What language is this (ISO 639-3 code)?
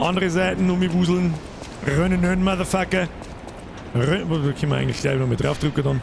bar